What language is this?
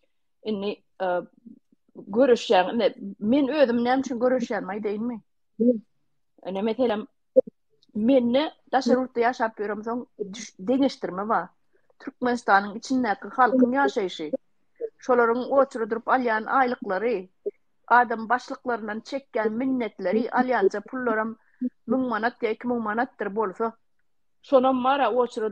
Turkmen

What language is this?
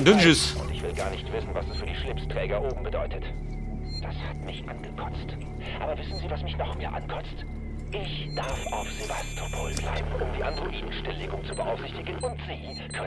Bavarian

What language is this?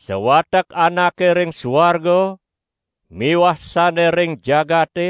Balinese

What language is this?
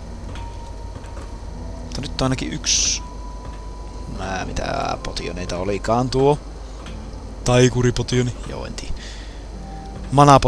Finnish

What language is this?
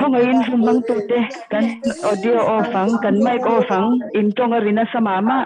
Mizo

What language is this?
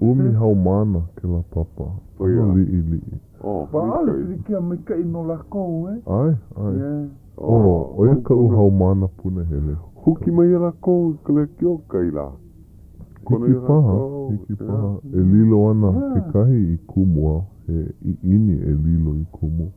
Hawaiian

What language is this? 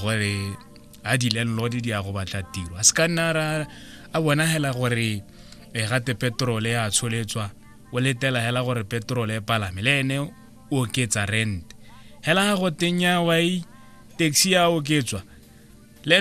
Tswana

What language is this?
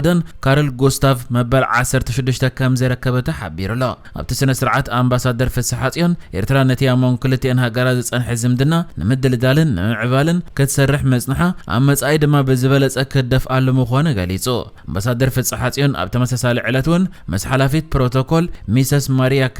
Tigrinya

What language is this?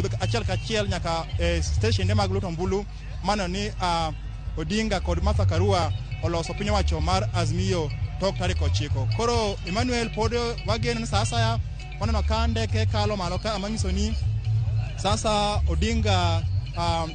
Luo (Kenya and Tanzania)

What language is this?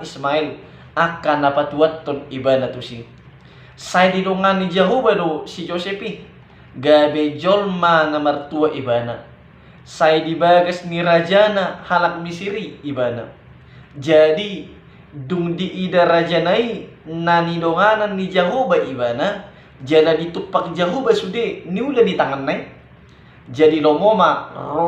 Batak Toba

